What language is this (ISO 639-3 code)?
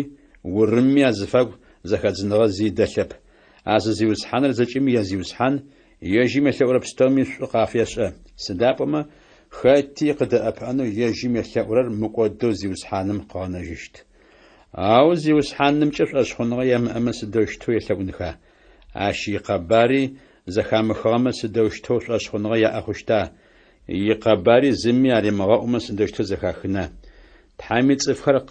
ady